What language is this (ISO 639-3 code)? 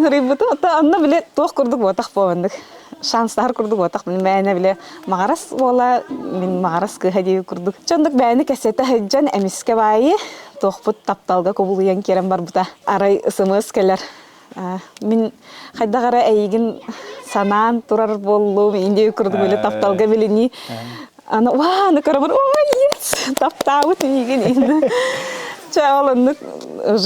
sah